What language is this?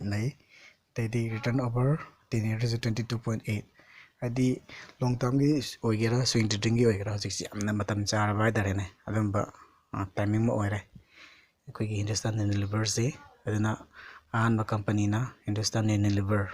Manipuri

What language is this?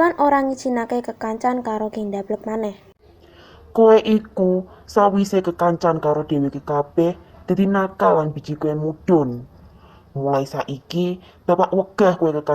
Javanese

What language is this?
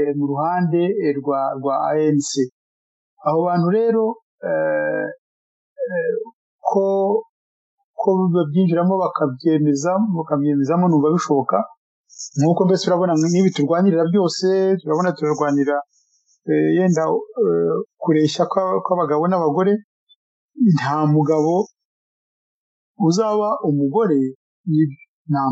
Kinyarwanda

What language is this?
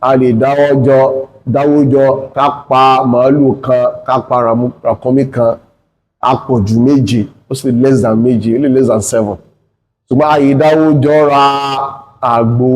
Yoruba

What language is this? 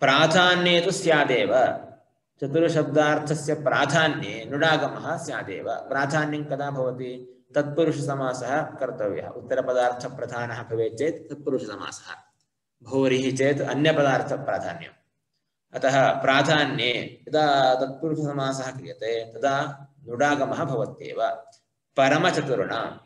Sanskrit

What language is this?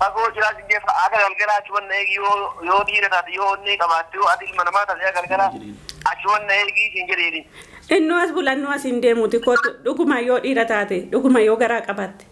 Oromo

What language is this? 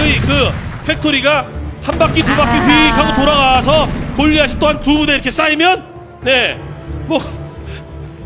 Korean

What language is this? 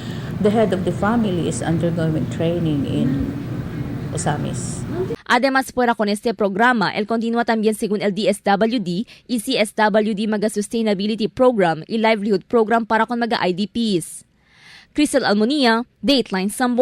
Chavacano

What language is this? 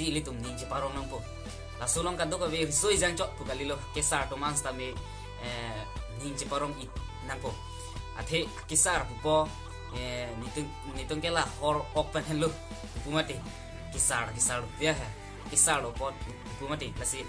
Karbi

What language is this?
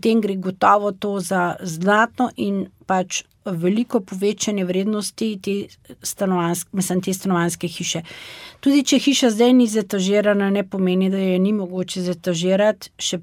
Slovenian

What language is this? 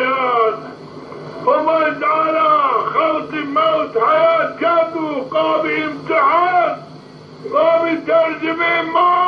Zaza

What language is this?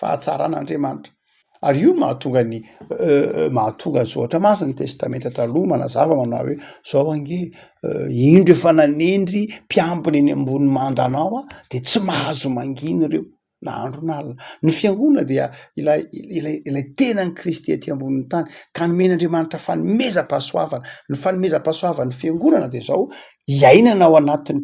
Malagasy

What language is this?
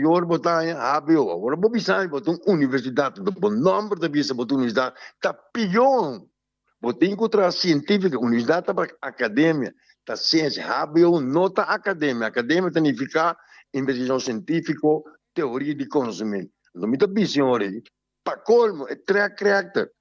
Papiamento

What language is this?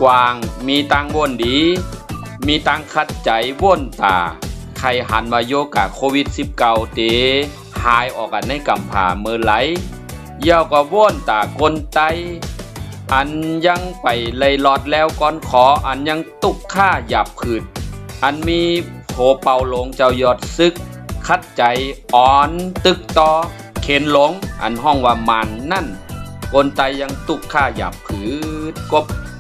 Shan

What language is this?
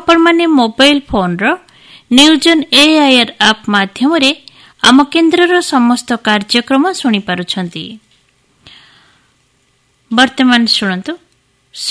Odia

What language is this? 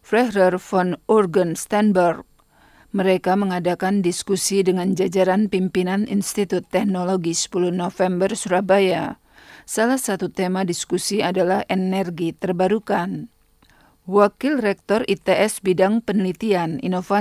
Indonesian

